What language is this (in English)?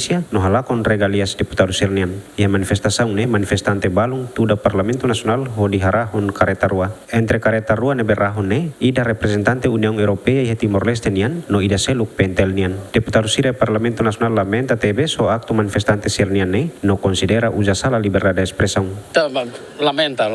Tetum